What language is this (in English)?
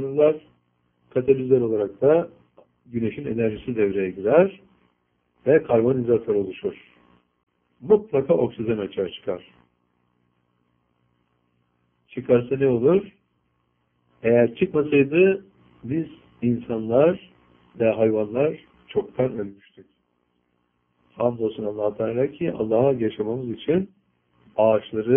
Turkish